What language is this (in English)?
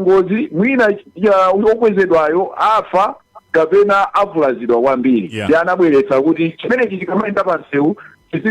Nyanja